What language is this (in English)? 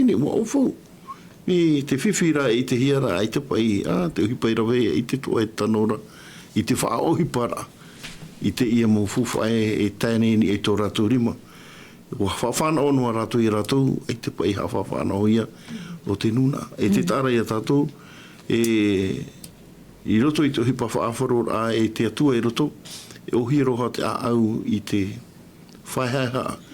Tahitian